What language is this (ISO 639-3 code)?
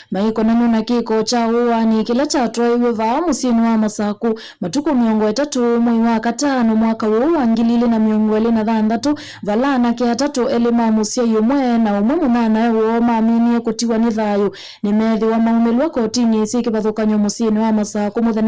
kam